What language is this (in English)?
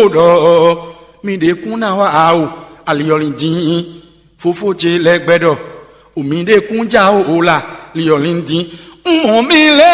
Fon